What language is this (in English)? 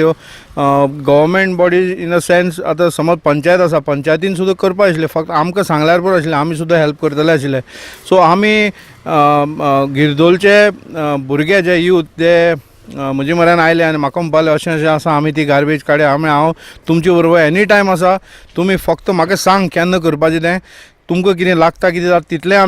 Konkani